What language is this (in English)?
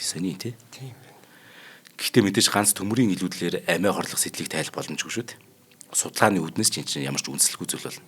Mongolian